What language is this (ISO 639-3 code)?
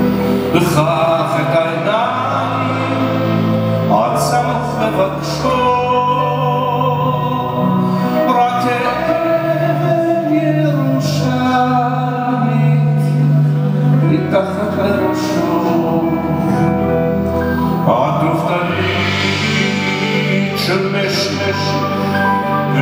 heb